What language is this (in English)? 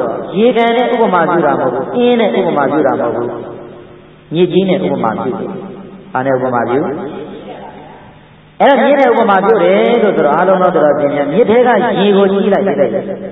Burmese